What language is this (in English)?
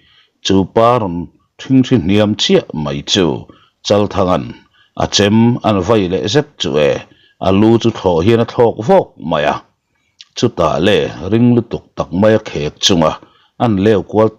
Mizo